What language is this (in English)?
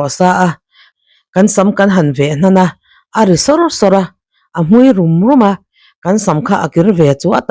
Mizo